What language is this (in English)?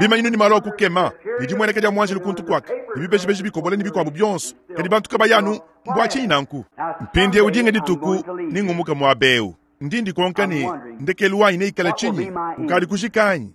Luba-Lulua